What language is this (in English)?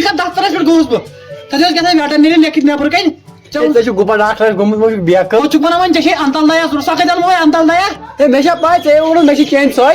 Kashmiri